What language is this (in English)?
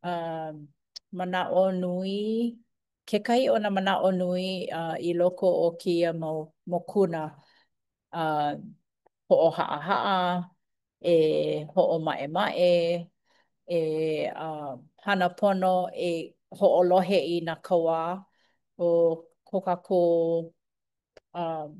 Hawaiian